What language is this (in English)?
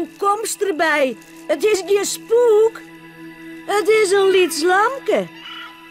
Western Frisian